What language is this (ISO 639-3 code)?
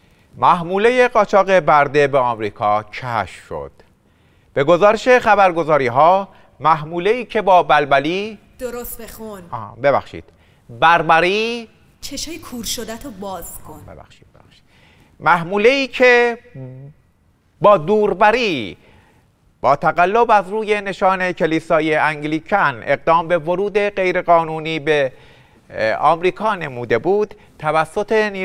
fas